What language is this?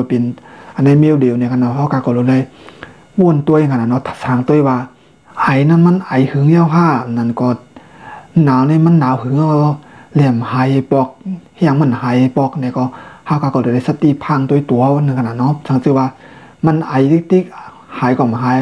Shan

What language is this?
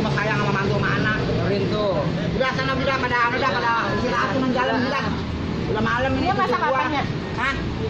Betawi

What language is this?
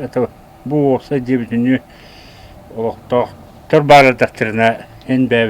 Yakut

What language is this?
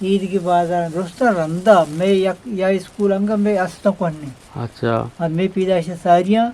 Eastern Balochi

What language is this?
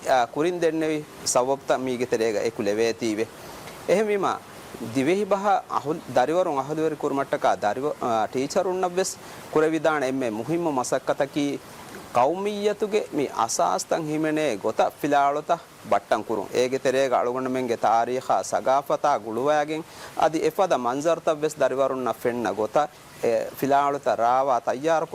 Divehi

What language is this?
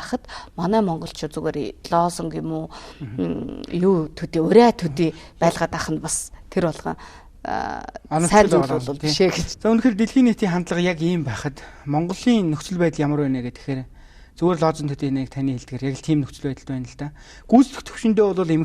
Mongolian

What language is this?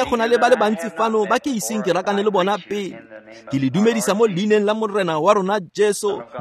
Tswana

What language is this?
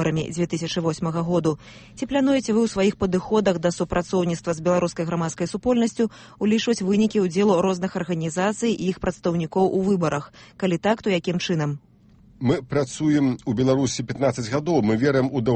Belarusian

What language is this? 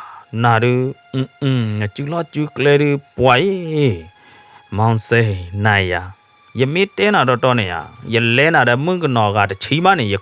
S'gaw Karen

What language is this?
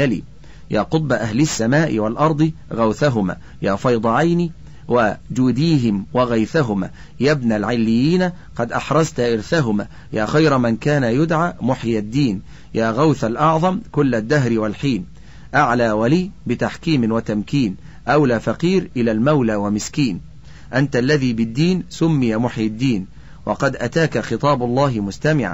Arabic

